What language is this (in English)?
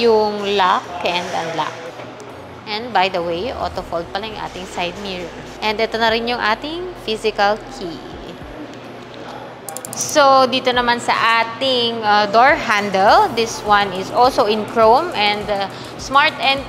Filipino